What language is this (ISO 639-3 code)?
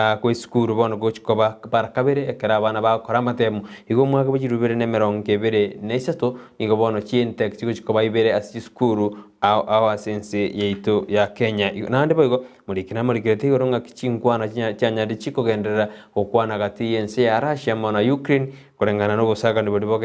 guz